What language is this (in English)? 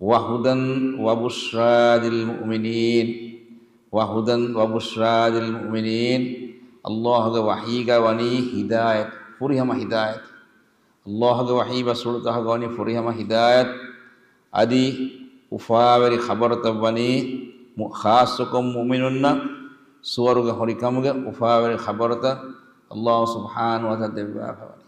Divehi